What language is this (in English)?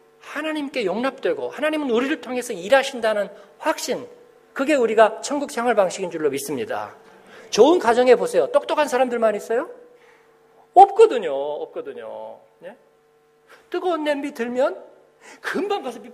Korean